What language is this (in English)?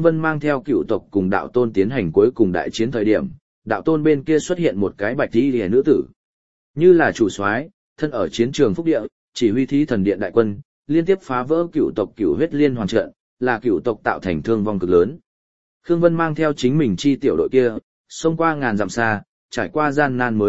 Vietnamese